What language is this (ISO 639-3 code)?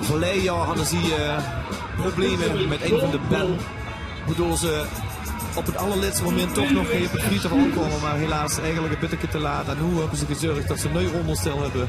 lim